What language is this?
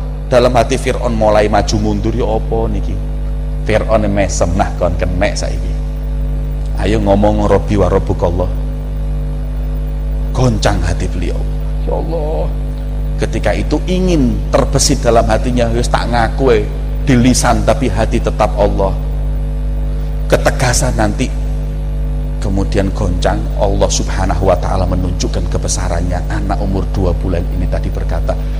Indonesian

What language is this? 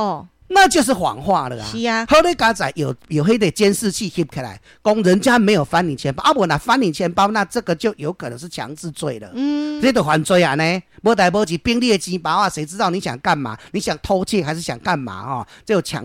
Min Nan Chinese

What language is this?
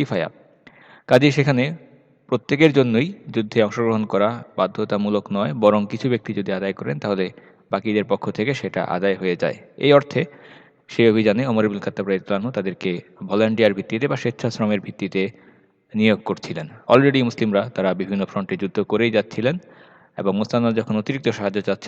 Bangla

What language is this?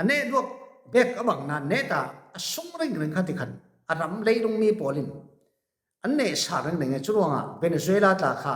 Falam Chin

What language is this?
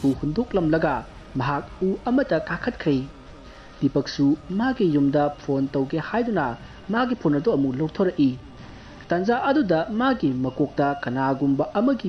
Manipuri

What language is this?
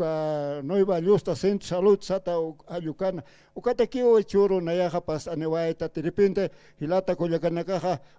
Aymara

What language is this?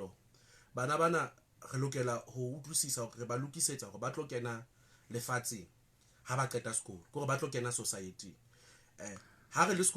Southern Sotho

